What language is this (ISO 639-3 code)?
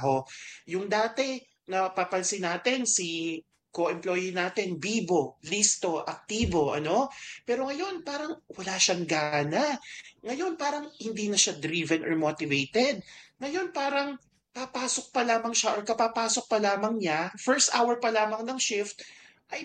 fil